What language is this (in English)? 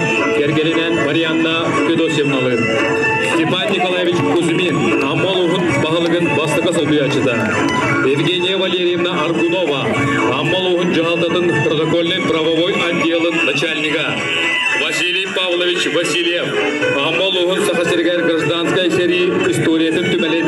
Yakut